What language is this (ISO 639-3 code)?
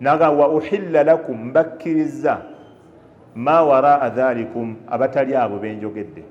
lug